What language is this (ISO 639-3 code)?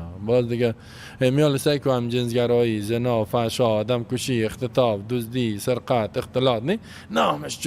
fas